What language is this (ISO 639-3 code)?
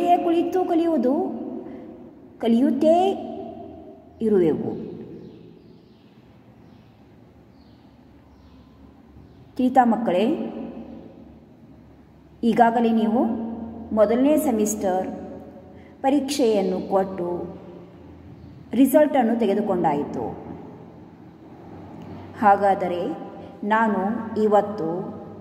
kan